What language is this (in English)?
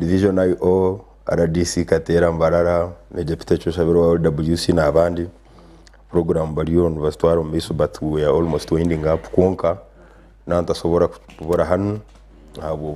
Nyankole